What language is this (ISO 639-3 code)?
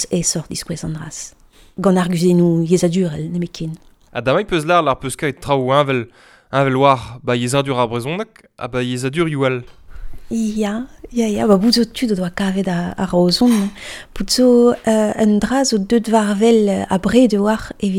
bre